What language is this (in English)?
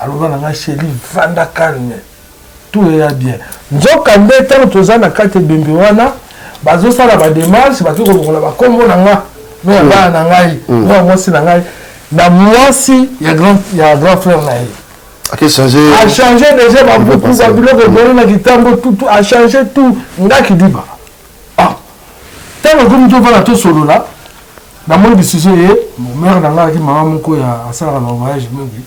Lingala